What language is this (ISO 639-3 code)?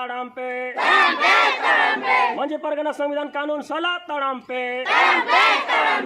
sat